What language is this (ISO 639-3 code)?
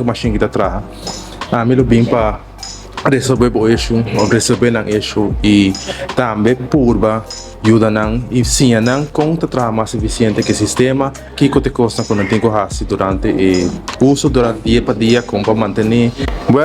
pap